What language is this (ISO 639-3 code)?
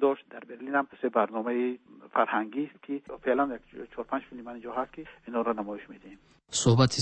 fas